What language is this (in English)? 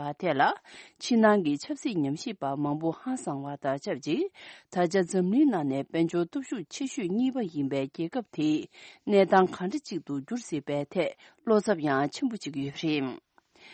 Tibetan